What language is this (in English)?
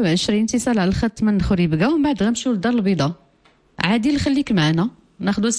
Moroccan Arabic